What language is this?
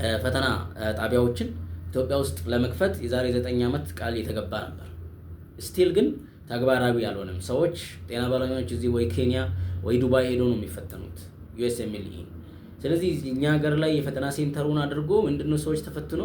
Amharic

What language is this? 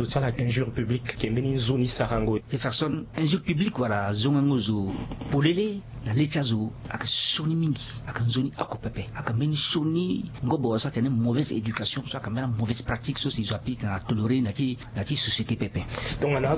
Sango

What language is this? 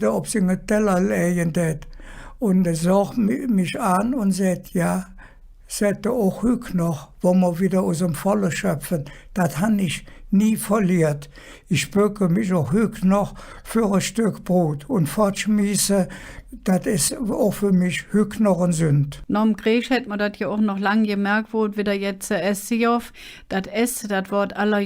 Colognian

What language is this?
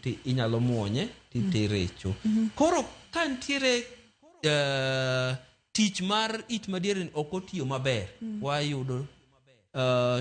Luo (Kenya and Tanzania)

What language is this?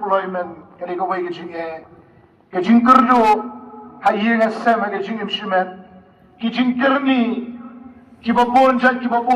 Khasi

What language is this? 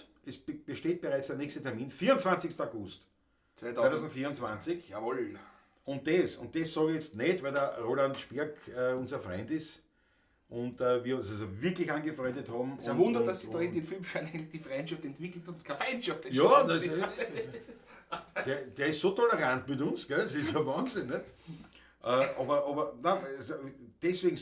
Bavarian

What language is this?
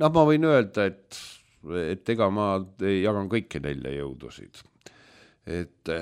Estonian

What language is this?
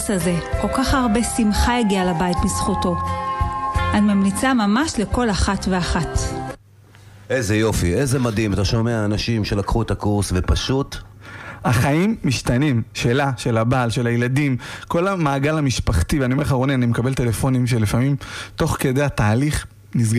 Hebrew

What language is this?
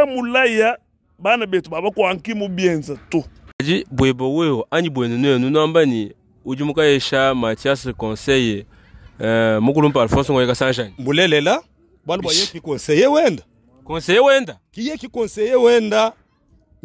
Luba-Lulua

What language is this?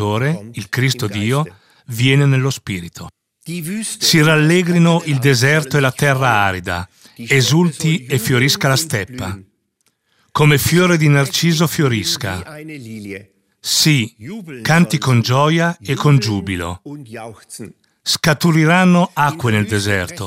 Italian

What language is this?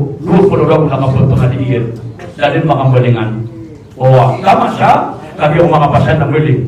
Maranao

